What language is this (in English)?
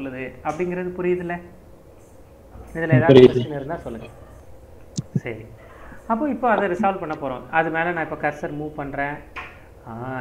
Tamil